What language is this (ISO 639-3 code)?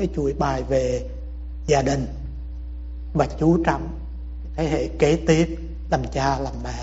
vie